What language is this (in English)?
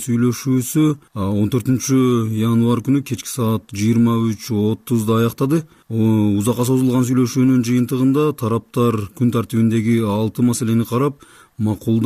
Kyrgyz